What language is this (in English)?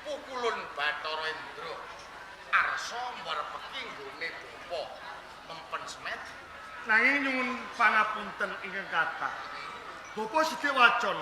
Javanese